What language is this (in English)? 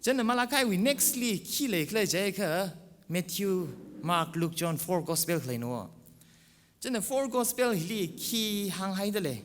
Tangkhul Naga (India)